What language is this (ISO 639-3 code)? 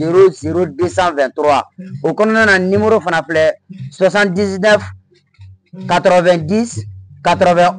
bam